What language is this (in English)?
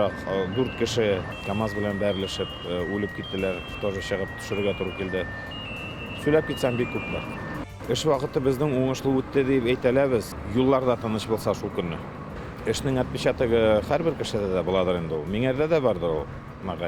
Bashkir